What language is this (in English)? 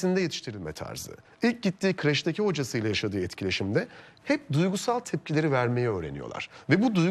Turkish